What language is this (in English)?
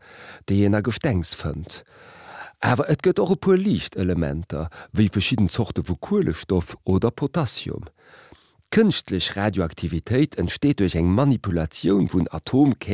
Luxembourgish